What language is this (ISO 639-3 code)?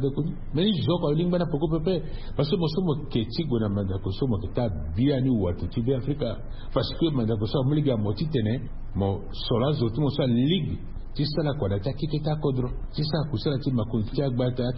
sag